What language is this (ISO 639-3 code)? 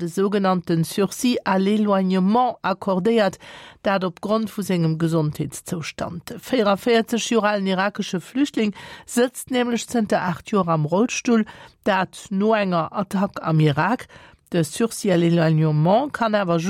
ltz